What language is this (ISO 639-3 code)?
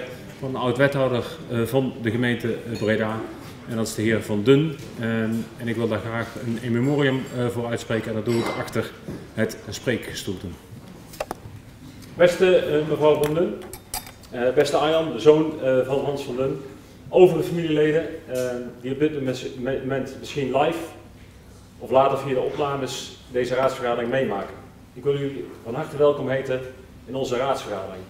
nld